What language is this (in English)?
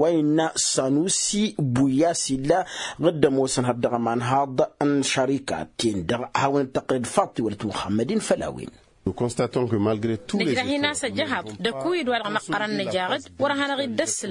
Tamasheq